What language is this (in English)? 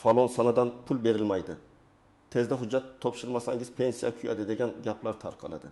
Uzbek